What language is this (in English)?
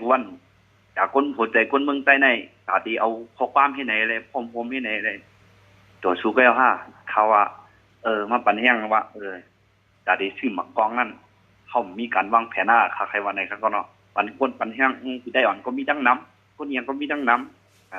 Shan